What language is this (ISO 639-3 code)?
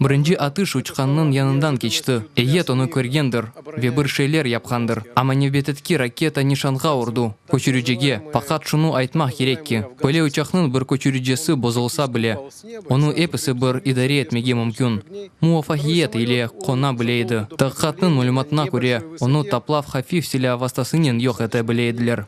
crh